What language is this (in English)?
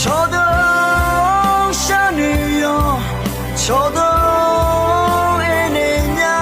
Akha